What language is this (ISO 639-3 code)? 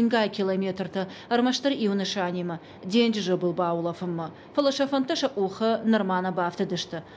oss